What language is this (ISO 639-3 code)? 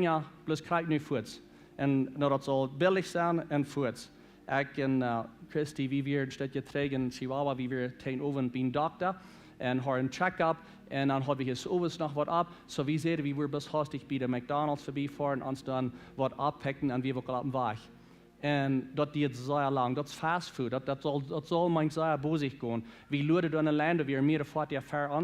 pdt